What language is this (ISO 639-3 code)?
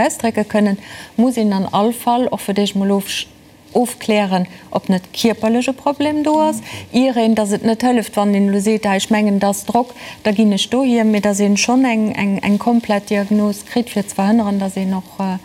ltz